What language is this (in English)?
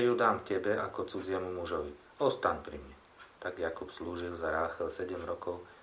Slovak